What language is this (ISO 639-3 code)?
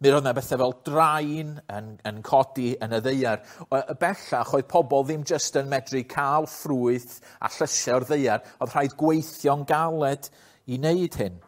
cym